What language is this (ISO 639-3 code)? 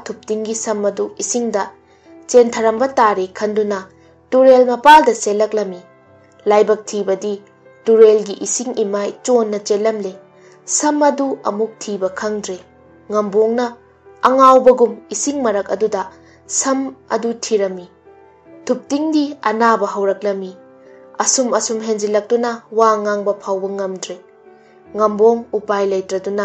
mni